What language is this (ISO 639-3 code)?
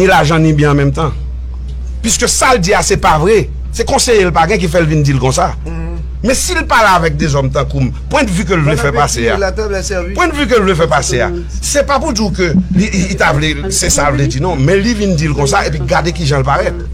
hat